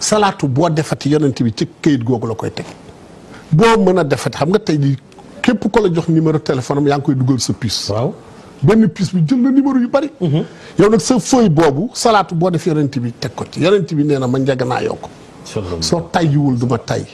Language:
Wolof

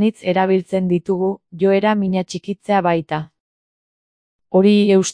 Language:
Basque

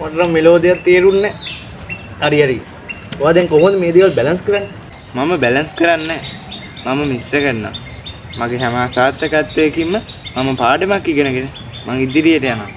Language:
Sinhala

